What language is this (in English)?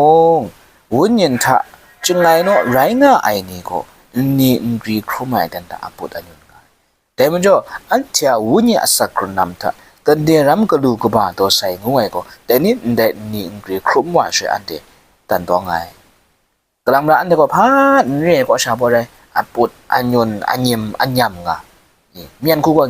Kachin